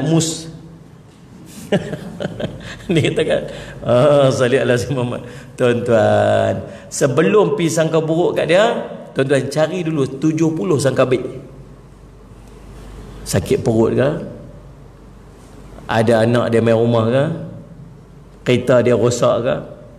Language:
Malay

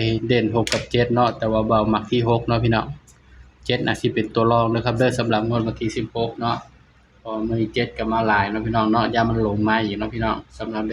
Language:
Northeastern Thai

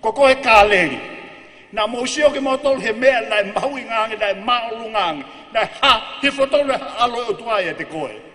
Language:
Tongan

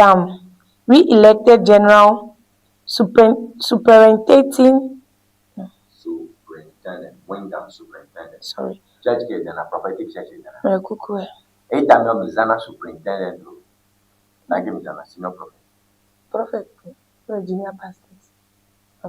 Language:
Ewe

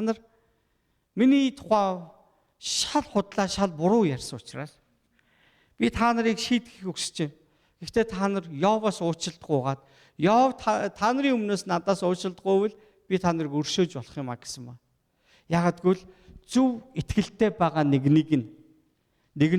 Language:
Mongolian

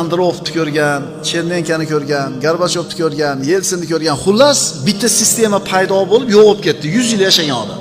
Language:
Uzbek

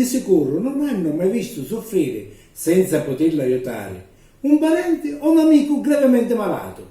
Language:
Sicilian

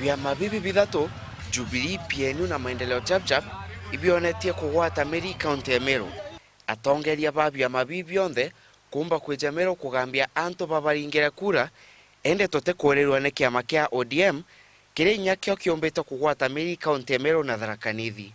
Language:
Meru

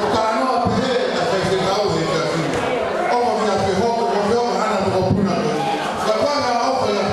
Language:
Tongan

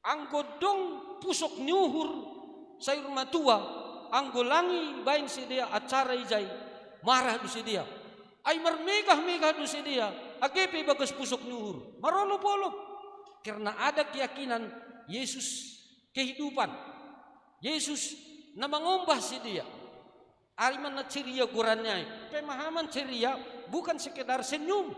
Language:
Batak Simalungun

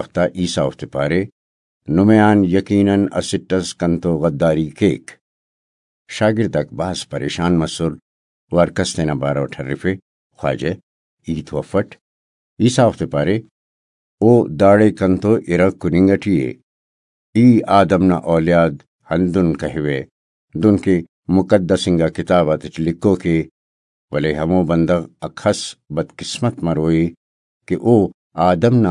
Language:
Brahui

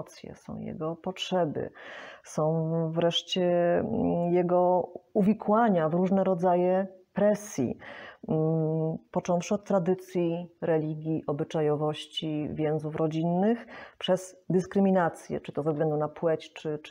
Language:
Polish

